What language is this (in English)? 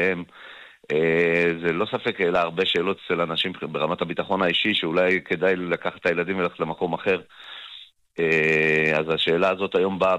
Hebrew